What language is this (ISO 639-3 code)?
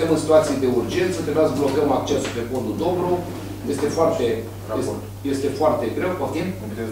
ron